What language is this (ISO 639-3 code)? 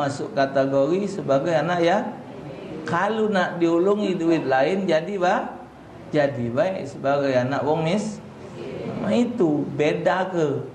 mui